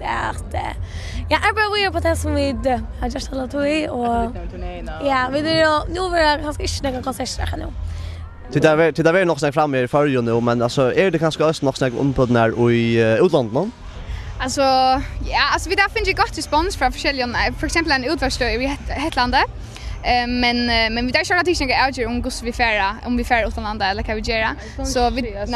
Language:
Faroese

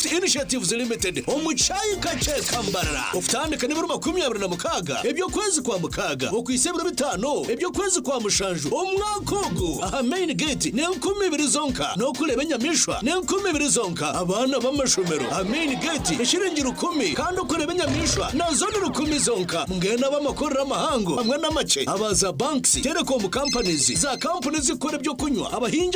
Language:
Nyankole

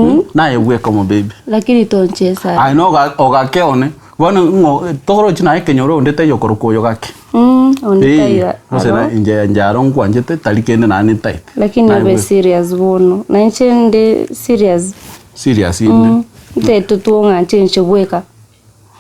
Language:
Gusii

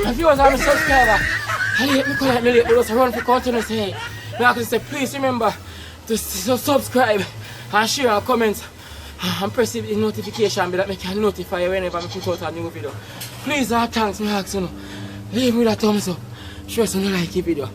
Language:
Jamaican Creole English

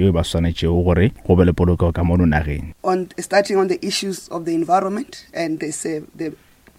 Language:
Northern Sotho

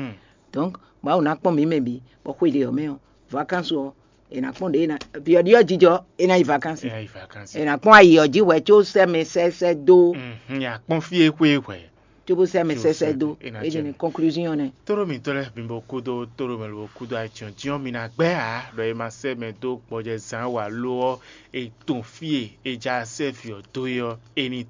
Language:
Fon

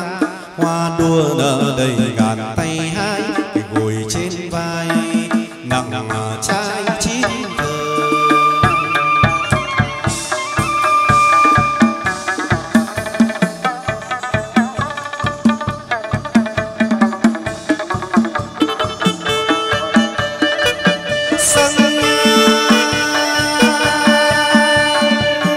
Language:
Vietnamese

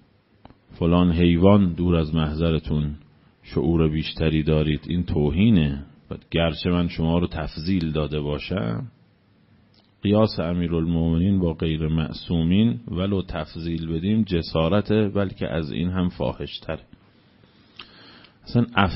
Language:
Persian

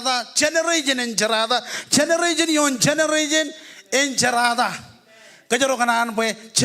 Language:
Marshallese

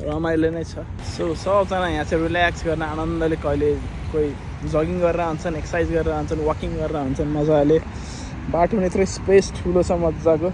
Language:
Nepali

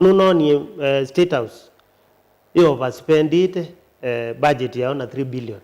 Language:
Kamba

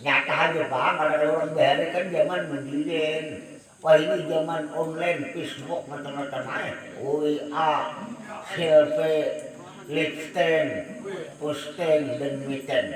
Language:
Banjar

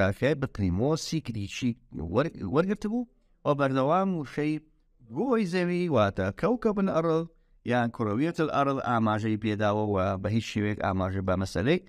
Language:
Central Kurdish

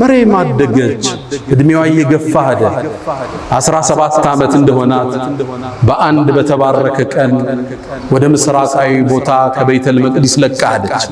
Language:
Amharic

